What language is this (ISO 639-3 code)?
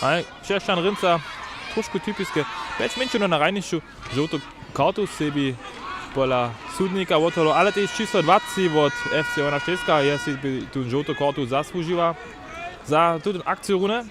hsb